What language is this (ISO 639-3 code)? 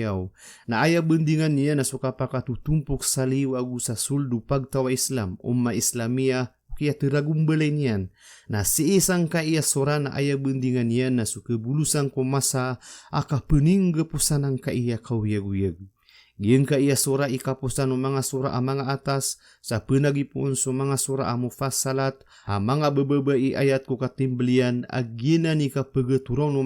mrw